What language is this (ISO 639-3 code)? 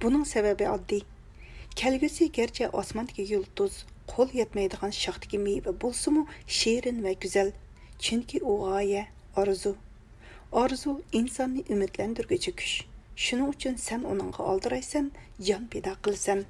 uig